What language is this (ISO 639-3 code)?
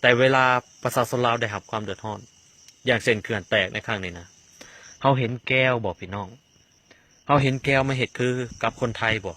lao